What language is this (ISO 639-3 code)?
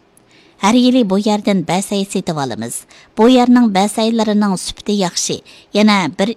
uig